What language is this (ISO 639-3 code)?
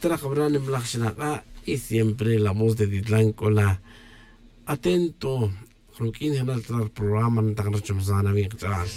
tzj